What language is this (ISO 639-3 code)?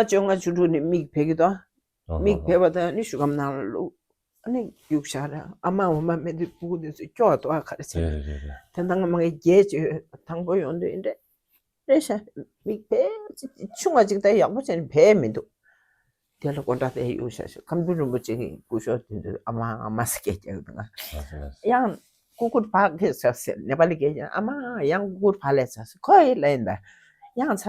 bod